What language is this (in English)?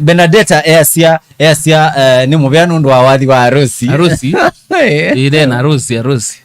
Kamba